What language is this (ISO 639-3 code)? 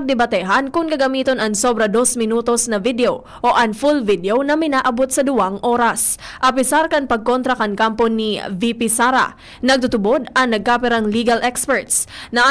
bik